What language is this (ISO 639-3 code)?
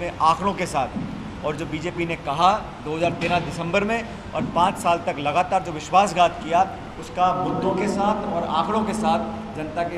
hin